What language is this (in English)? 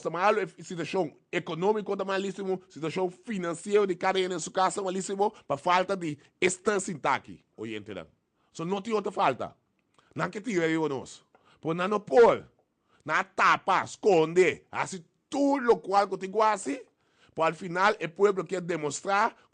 Papiamento